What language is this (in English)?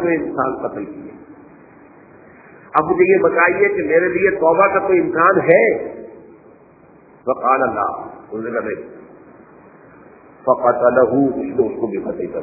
Urdu